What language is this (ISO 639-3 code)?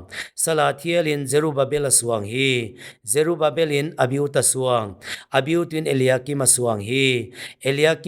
pck